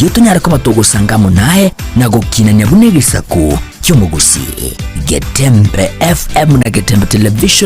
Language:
Gusii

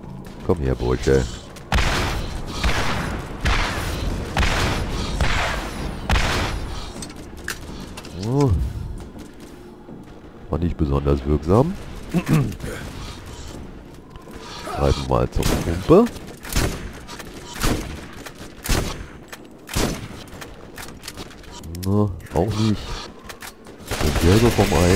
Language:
German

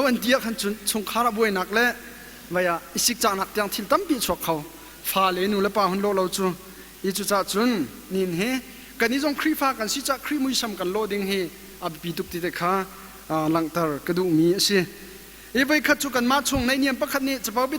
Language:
Hakha Chin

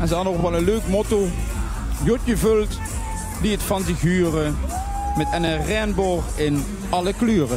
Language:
Limburgish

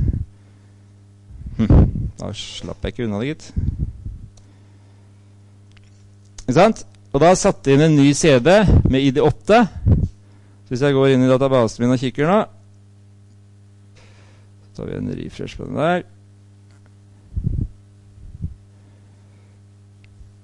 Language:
Norwegian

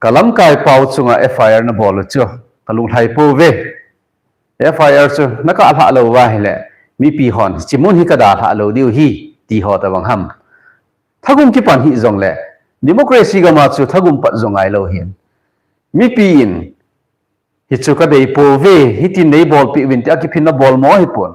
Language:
Thado Chin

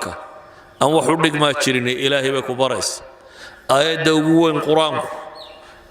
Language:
Somali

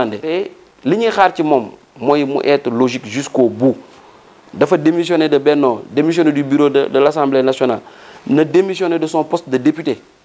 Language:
Wolof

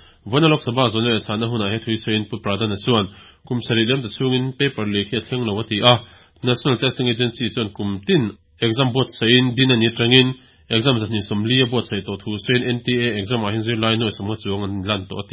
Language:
Mizo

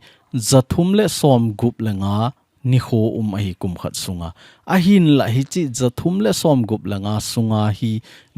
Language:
Thado Chin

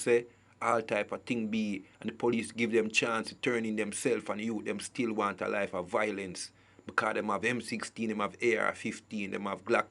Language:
Jamaican Creole English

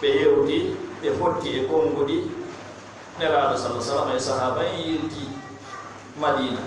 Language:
Fula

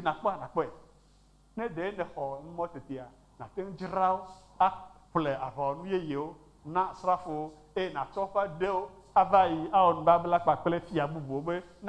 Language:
Ewe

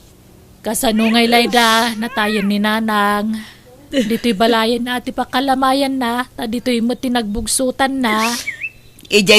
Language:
Iloko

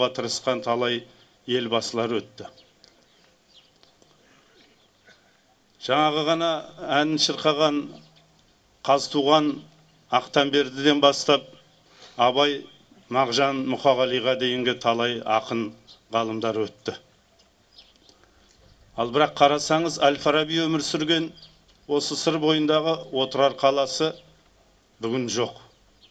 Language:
Kazakh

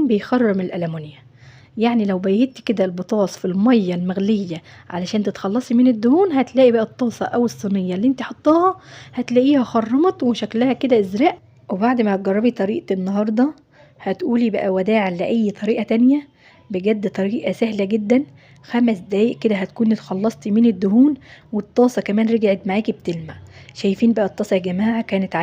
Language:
Egyptian Arabic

